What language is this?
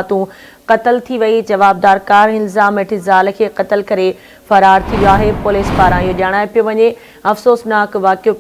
Sindhi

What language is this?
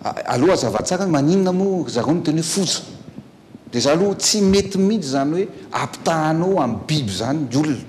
Malagasy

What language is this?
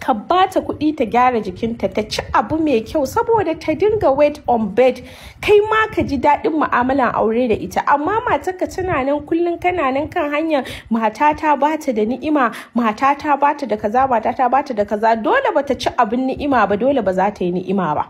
Hausa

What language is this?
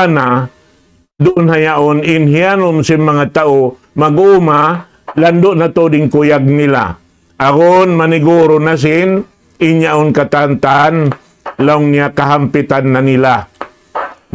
Tausug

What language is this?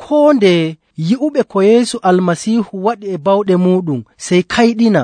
Nigerian Fulfulde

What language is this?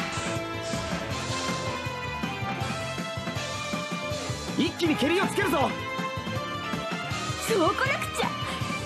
Japanese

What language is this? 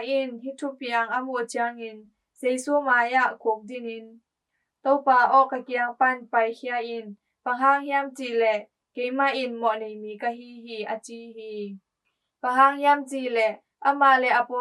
Tedim Chin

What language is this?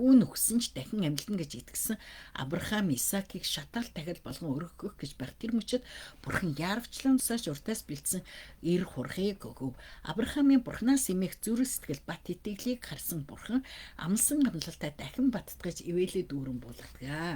Mongolian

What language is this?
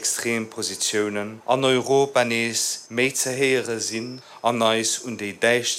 Luxembourgish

